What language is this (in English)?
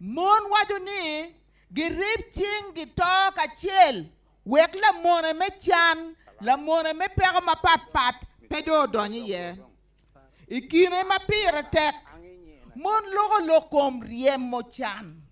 Acoli